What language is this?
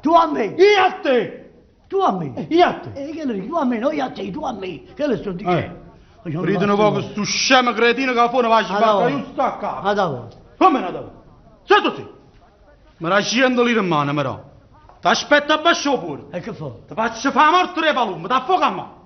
Neapolitan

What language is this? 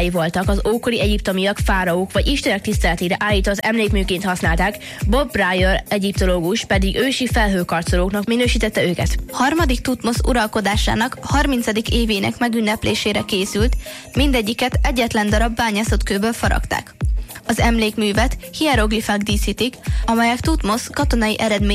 Hungarian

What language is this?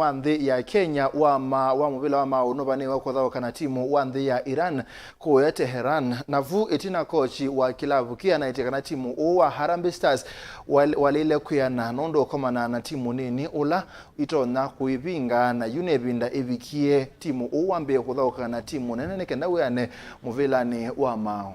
Kamba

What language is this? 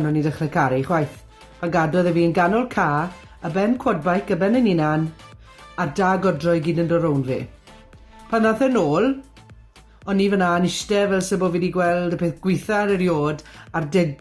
Welsh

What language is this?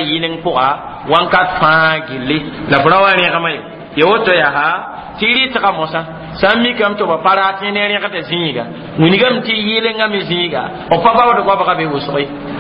Mossi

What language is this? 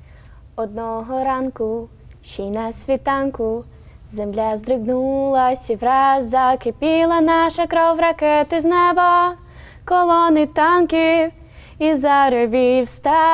Ukrainian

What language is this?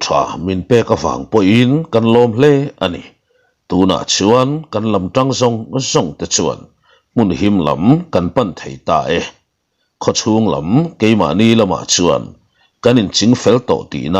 Mizo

